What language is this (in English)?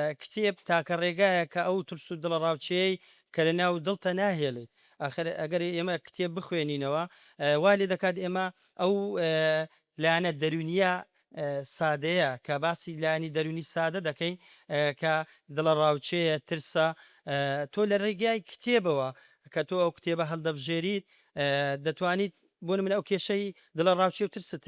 Central Kurdish